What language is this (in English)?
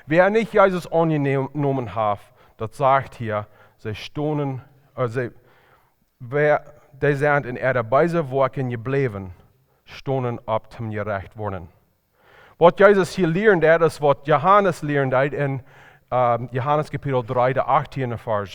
Plautdietsch